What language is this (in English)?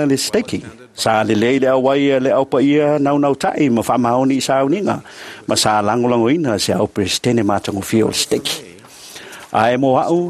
Samoan